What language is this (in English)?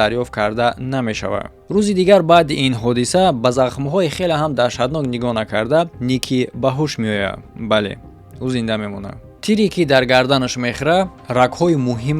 Tajik